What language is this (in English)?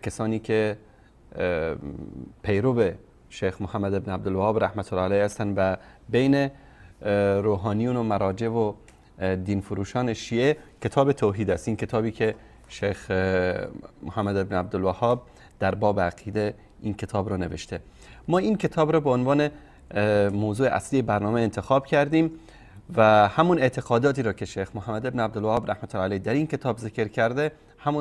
Persian